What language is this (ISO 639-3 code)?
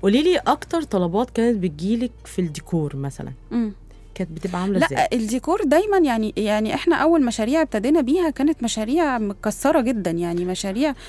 arz